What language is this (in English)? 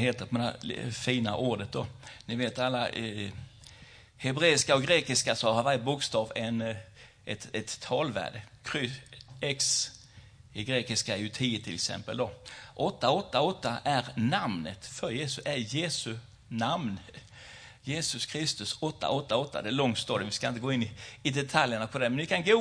Swedish